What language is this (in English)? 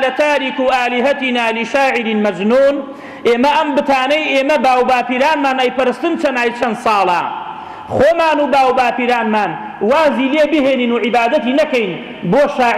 Central Kurdish